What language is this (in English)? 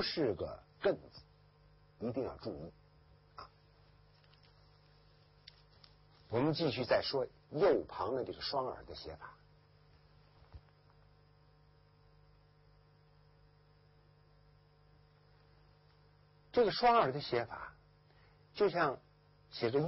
Chinese